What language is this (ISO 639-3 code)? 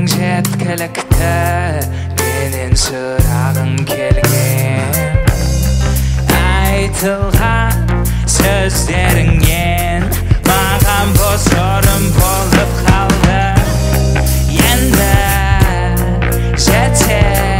kaz